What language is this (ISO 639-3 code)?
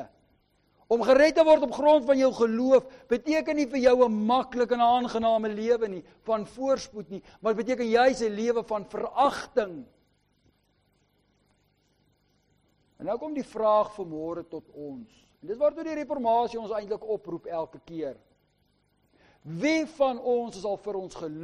afr